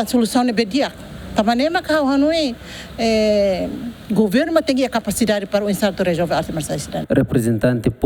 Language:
Tetum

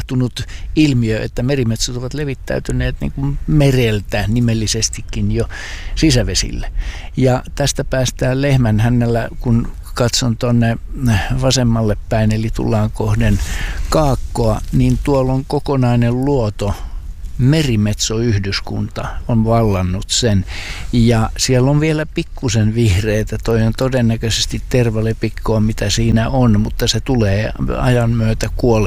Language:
Finnish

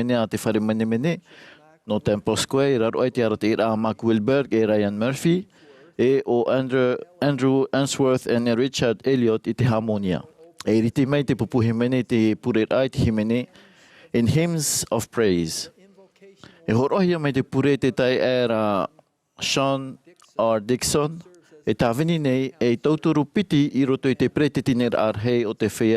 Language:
Tahitian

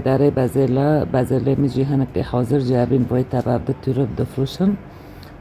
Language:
Kurdish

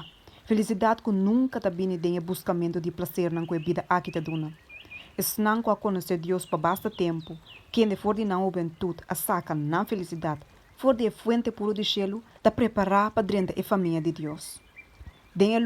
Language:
Papiamento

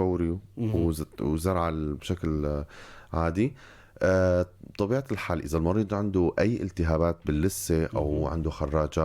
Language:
North Levantine Arabic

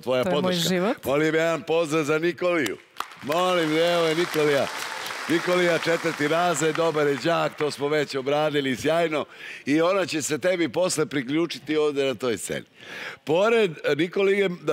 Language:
Serbian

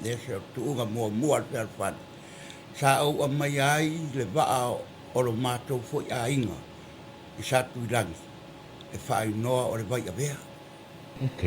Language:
Samoan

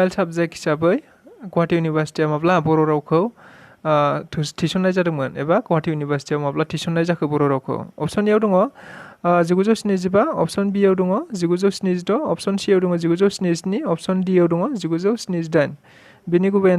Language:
Bodo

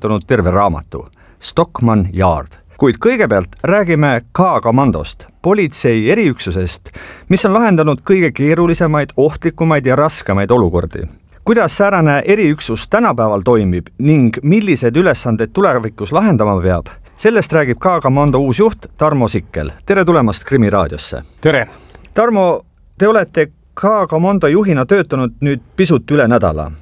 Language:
Estonian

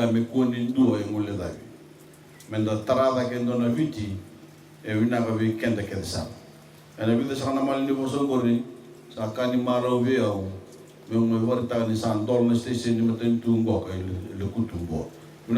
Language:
Fijian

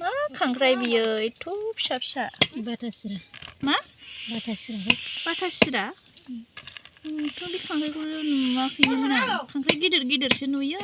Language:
Bodo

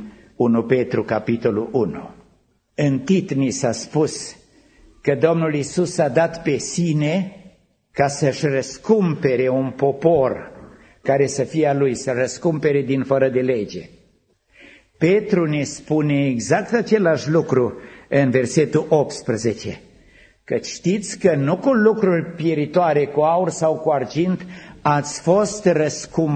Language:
Romanian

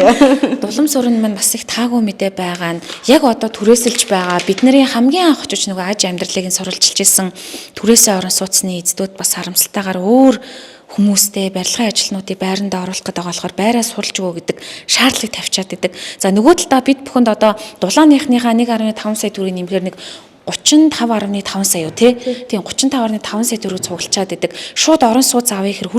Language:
Mongolian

